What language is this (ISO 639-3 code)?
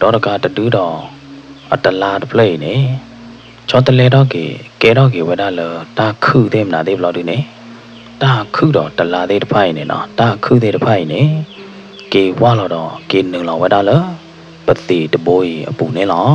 ksw